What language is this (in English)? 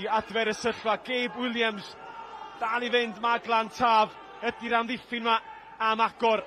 Welsh